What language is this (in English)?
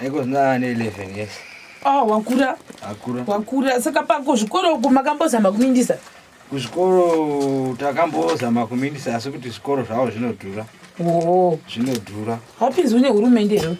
Shona